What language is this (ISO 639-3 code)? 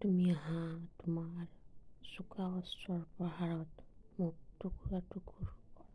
asm